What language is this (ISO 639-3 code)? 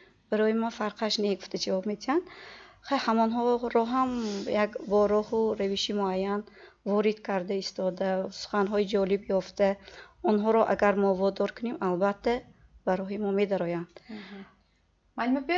tgk